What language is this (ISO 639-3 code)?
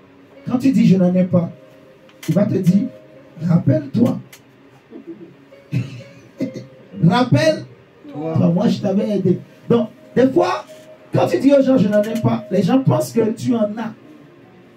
fra